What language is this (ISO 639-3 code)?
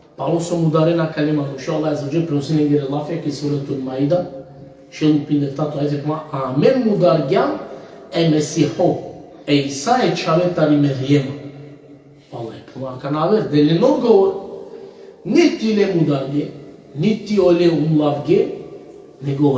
rmn